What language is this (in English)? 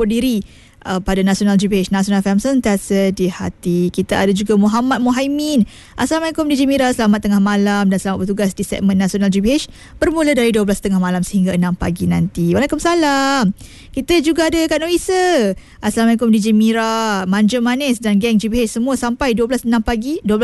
Malay